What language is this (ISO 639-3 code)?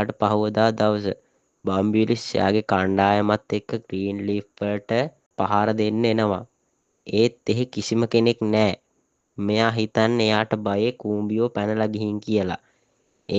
sin